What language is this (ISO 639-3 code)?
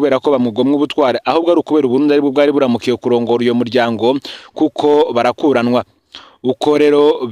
run